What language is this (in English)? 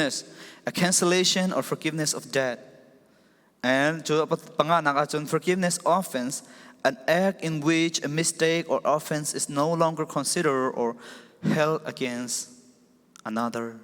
Falam Chin